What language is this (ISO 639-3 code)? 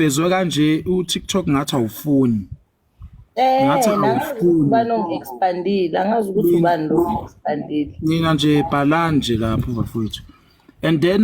zul